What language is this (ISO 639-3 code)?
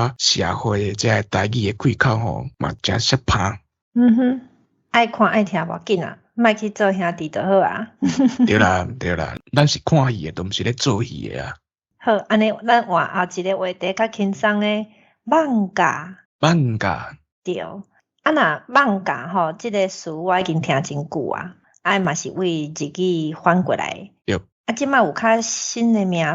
nan